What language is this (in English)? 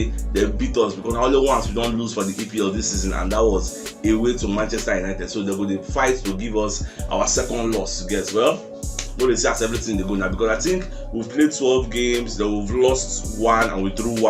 Nigerian Pidgin